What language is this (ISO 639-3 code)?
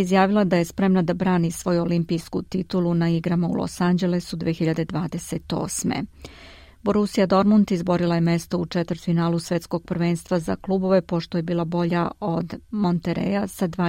srp